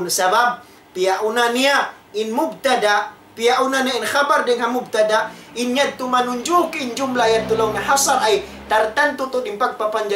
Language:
Tausug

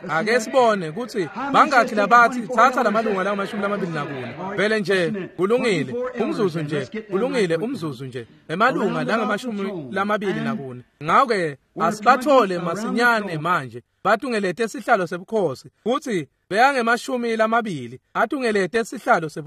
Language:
Swati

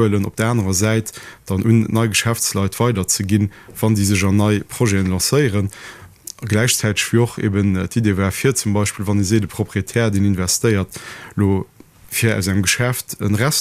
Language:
Luxembourgish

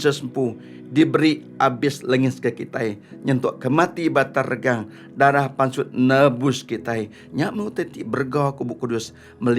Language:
Iban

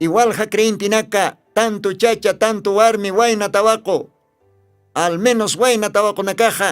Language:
Aymara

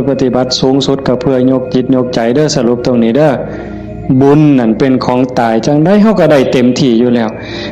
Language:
Northeastern Thai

